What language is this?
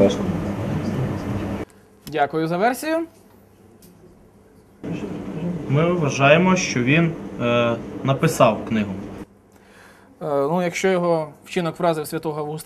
Ukrainian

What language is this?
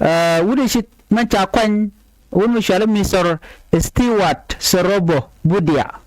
Nuer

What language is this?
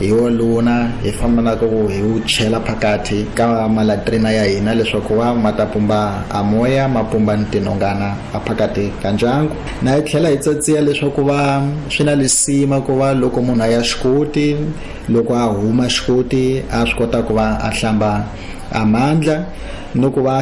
Tsonga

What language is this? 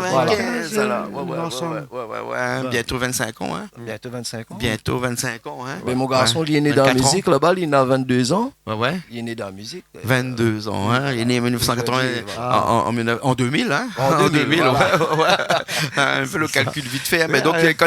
Réunion Creole French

